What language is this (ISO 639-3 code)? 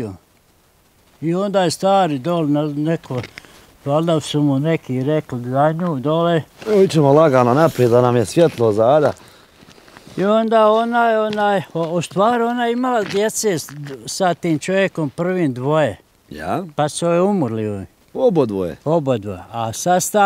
bos